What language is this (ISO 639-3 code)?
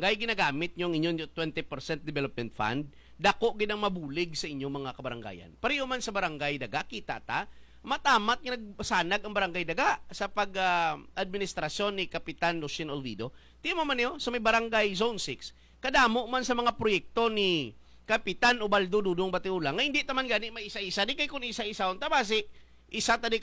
hil